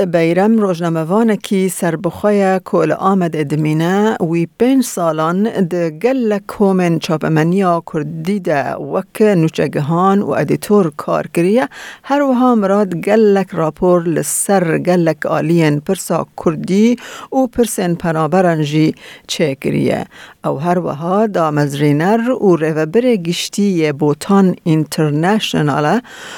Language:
Kurdish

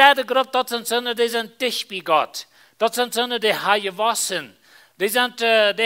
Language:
Plautdietsch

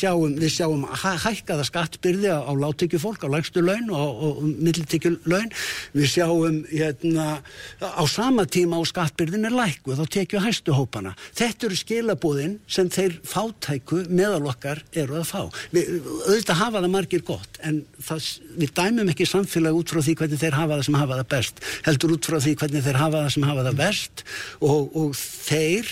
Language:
Icelandic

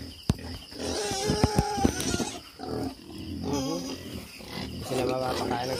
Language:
Filipino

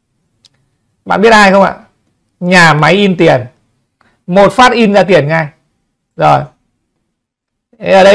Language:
Vietnamese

